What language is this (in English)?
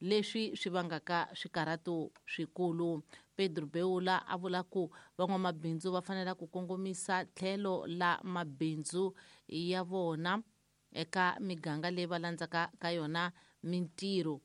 Tsonga